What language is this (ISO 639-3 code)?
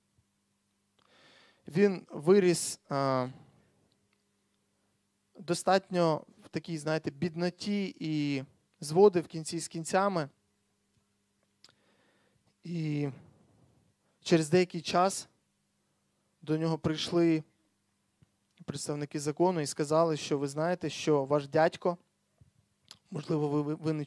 ukr